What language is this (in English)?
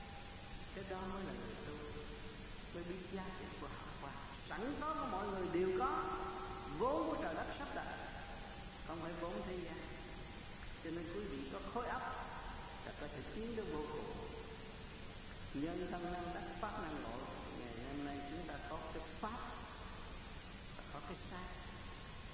Vietnamese